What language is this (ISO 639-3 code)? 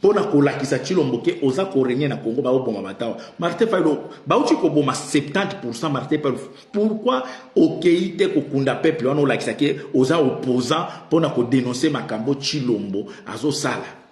lin